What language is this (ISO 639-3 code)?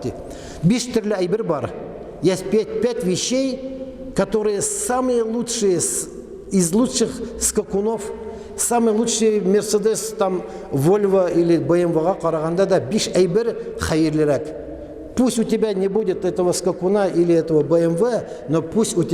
tat